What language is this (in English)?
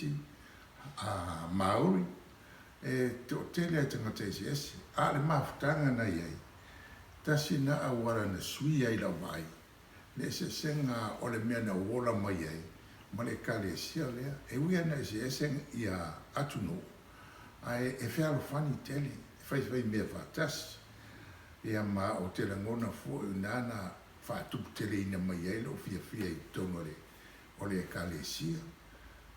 Samoan